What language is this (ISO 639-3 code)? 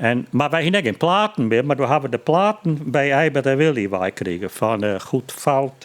fry